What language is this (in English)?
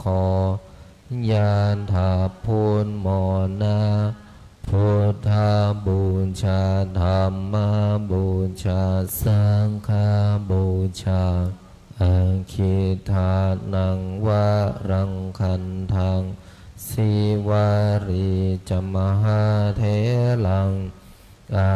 Pali